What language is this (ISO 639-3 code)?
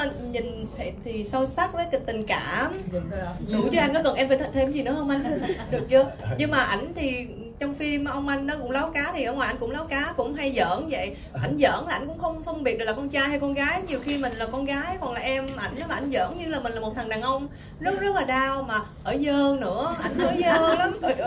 vie